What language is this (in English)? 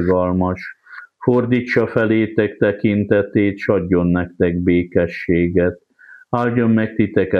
Hungarian